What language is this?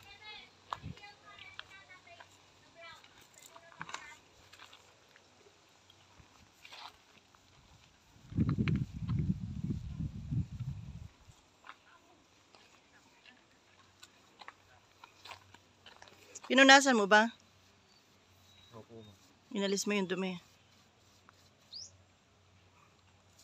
Filipino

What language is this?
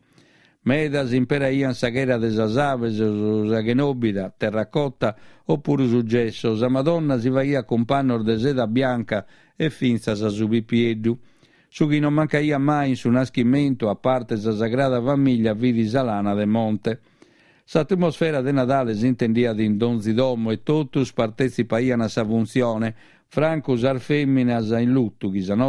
Sardinian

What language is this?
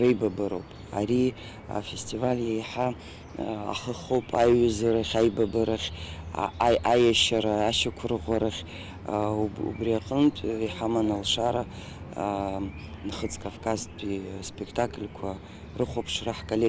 Abkhazian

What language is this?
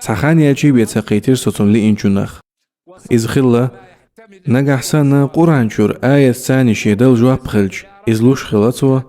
Chechen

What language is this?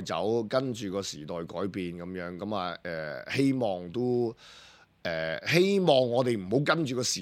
Cantonese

